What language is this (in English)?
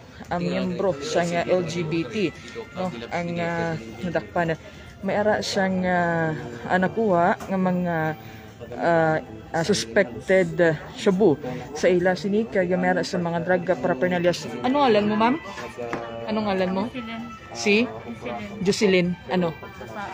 Hiligaynon